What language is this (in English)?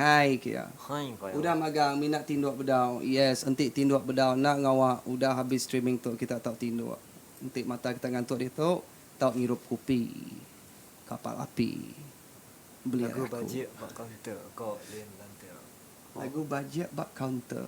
Iban